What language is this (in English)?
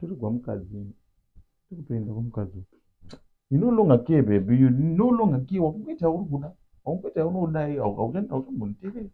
Shona